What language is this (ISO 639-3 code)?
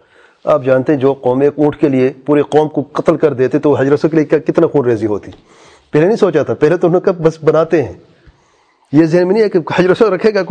urd